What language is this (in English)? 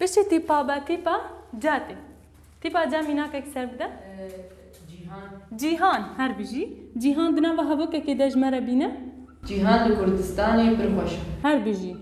Kurdish